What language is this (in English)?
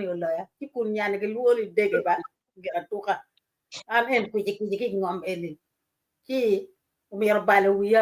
Acoli